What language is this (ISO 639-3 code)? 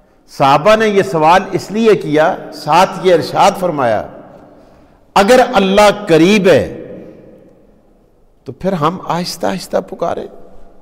urd